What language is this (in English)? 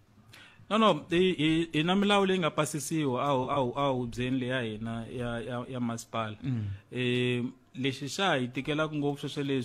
Tsonga